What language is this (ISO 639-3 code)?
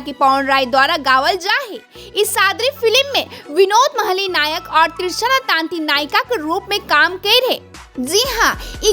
sck